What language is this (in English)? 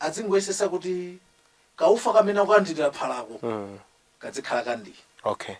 Nyanja